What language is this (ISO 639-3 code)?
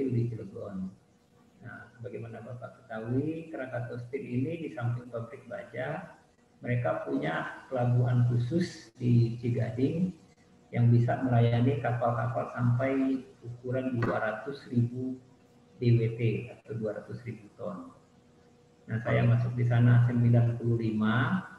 ind